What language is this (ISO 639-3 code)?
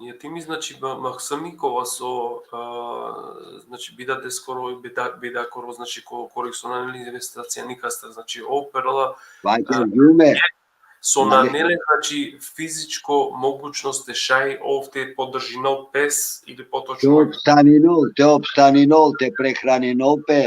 rmn